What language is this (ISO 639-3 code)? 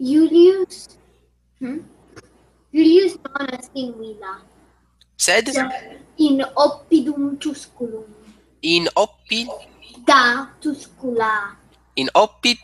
lat